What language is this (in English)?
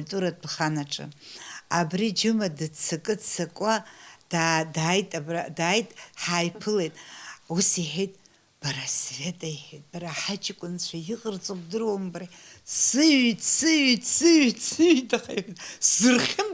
Abkhazian